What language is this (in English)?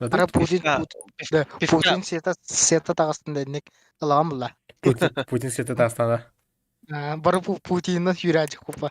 Yakut